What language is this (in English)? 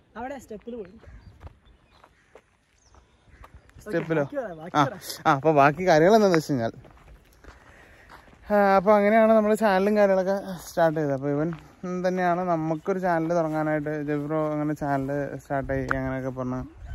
Malayalam